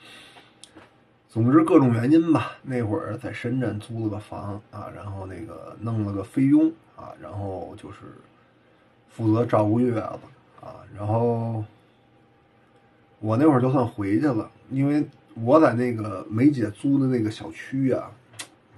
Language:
Chinese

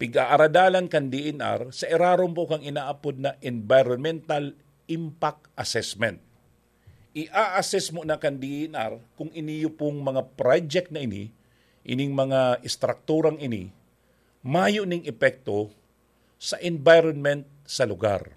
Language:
Bikol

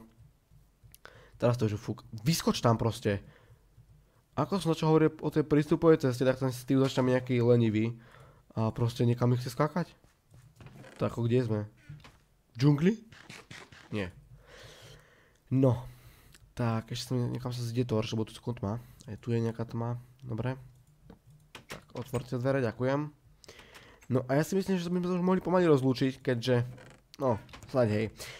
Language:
Slovak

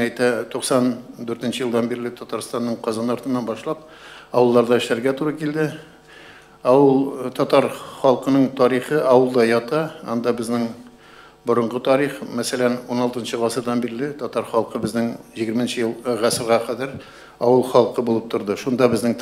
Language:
Tatar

